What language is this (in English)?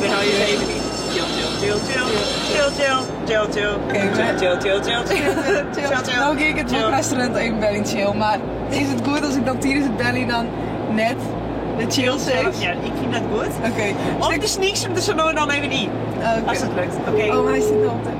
Western Frisian